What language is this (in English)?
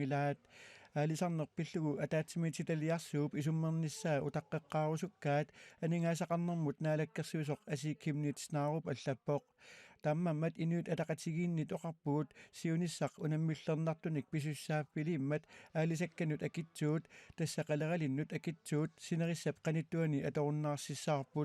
Kalaallisut